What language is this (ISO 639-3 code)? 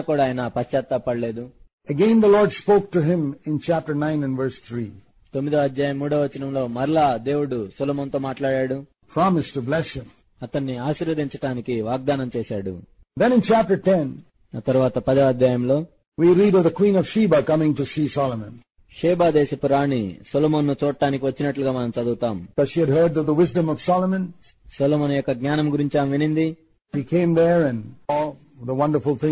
tel